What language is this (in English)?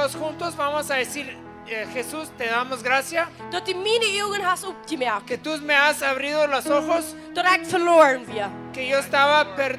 Plautdietsch